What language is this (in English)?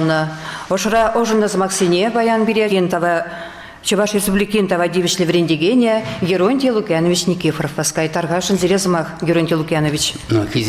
Chuvash